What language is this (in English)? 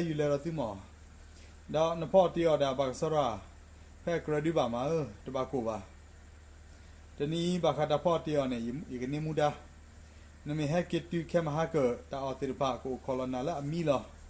S'gaw Karen